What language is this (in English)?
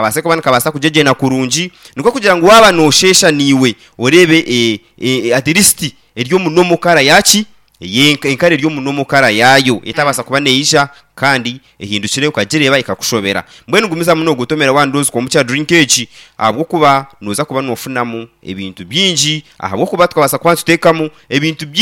Nyankole